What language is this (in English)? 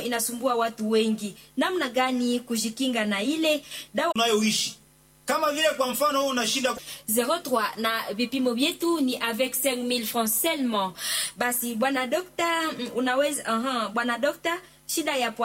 Swahili